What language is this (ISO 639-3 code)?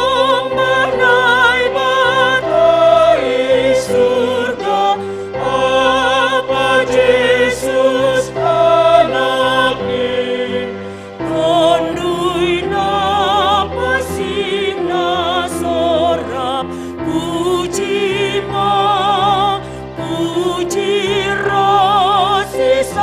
bts